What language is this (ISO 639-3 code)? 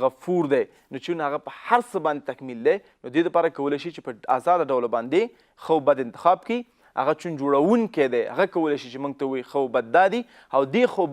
pus